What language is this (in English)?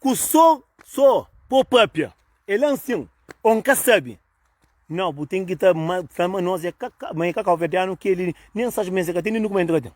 Kabuverdianu